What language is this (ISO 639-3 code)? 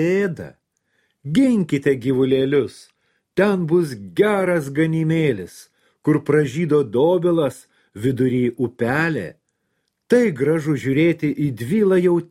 lit